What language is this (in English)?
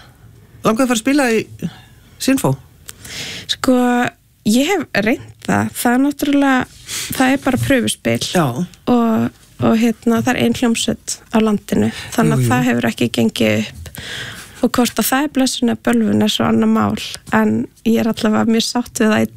Icelandic